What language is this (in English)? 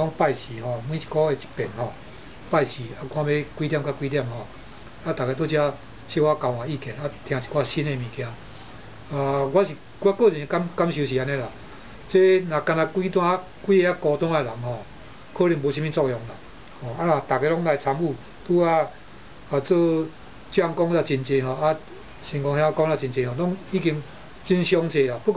Min Nan Chinese